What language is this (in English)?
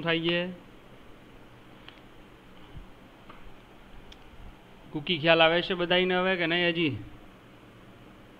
Gujarati